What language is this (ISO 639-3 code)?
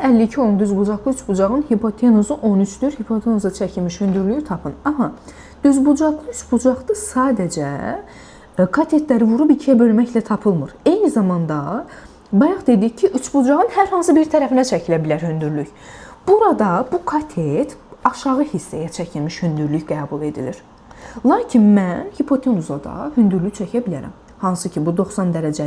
aze